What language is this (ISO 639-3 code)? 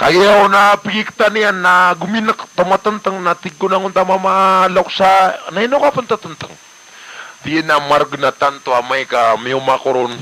mrw